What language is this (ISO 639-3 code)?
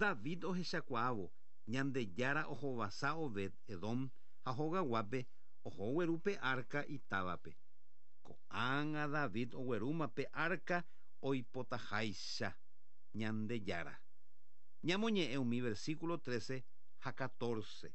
grn